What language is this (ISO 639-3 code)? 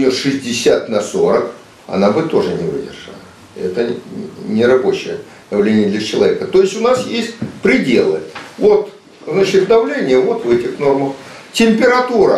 rus